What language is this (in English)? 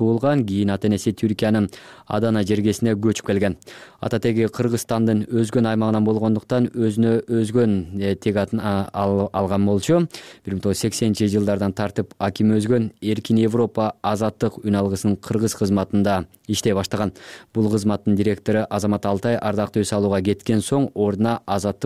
Kyrgyz